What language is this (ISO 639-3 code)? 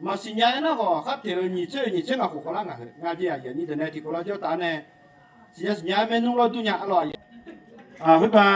ahk